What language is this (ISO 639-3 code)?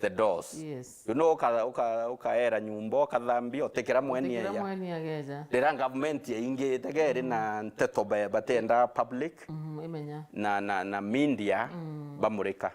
mer